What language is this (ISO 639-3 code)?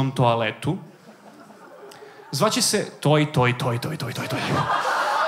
srp